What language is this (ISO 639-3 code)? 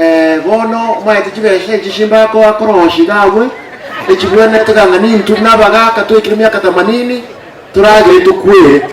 guz